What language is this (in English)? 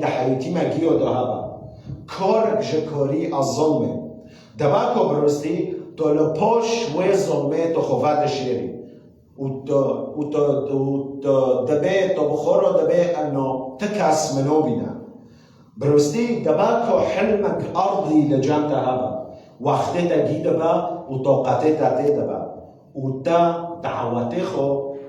Kurdish